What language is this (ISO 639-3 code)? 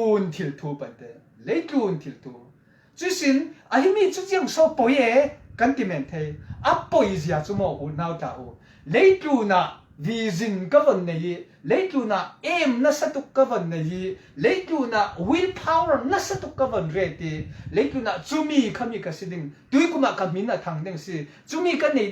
cfm